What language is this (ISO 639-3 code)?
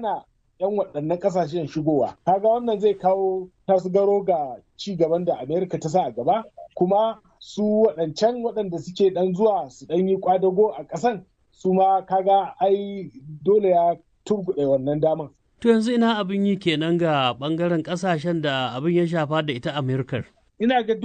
hau